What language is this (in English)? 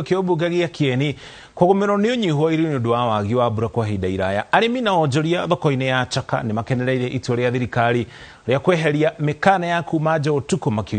Kikuyu